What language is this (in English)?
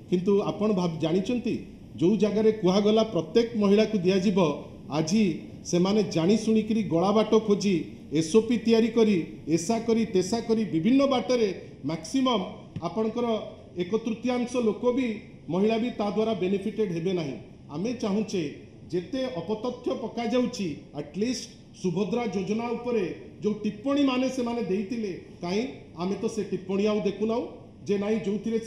Odia